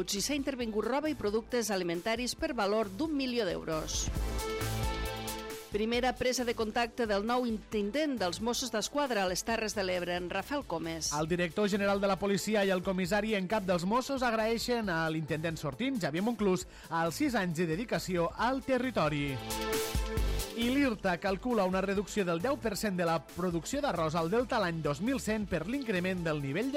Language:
Catalan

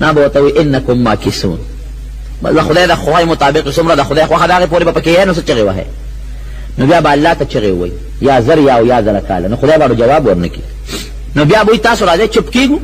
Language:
Pashto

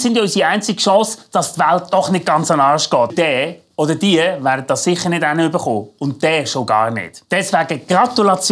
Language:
Swiss German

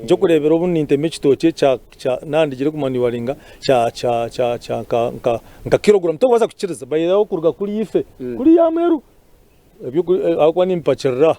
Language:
Nyankole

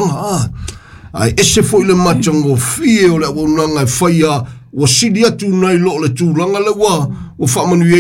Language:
Samoan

